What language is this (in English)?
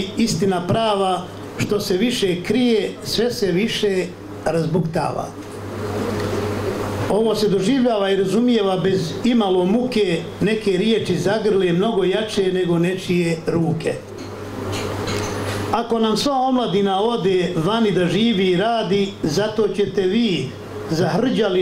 Bosnian